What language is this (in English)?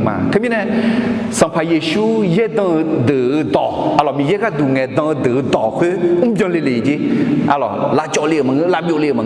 Akha